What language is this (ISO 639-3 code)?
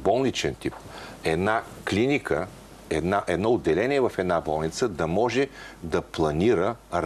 bul